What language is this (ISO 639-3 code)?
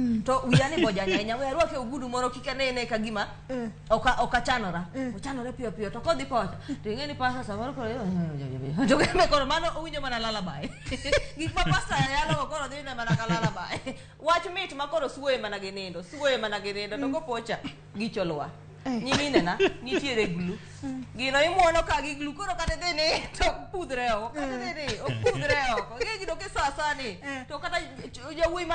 luo